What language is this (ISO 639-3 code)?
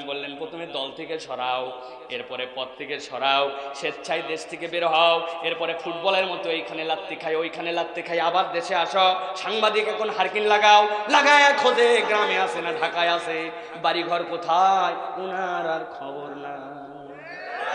ben